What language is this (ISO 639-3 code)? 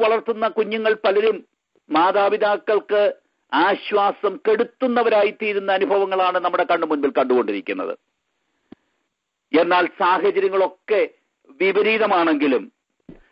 mal